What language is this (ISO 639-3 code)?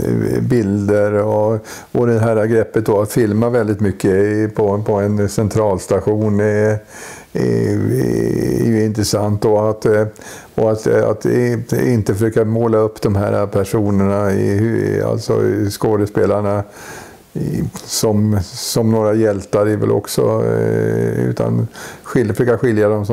swe